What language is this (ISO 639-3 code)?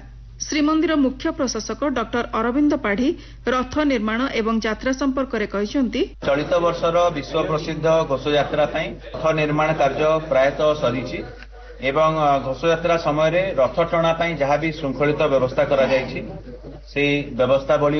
ori